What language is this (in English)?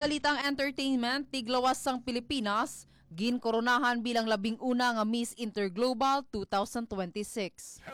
Hiligaynon